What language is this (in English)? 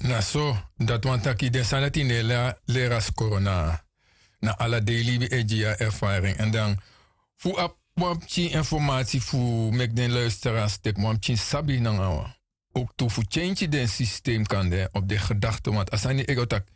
Sranan Tongo